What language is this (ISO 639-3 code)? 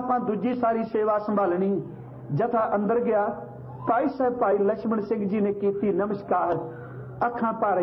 pan